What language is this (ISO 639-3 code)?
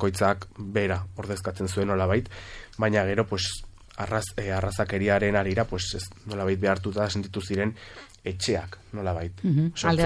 eus